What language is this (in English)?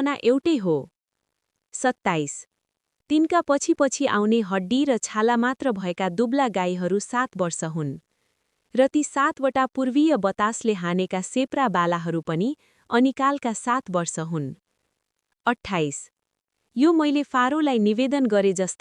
Nepali